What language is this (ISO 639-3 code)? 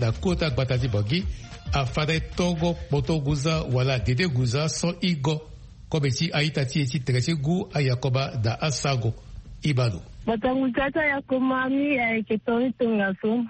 sag